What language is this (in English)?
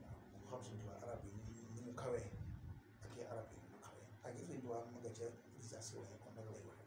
Wolof